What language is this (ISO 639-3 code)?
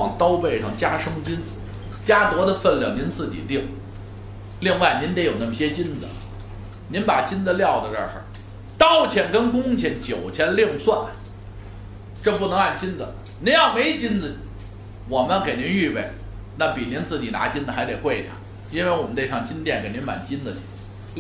zho